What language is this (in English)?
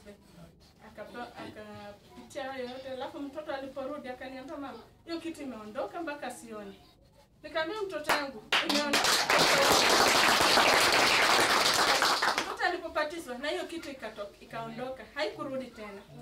Swahili